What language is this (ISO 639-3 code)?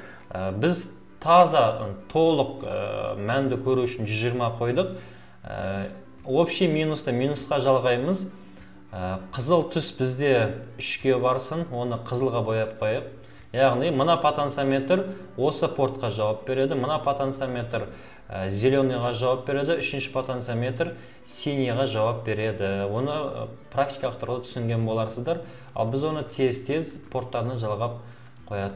kaz